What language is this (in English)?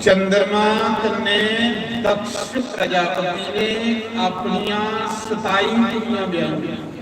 Dogri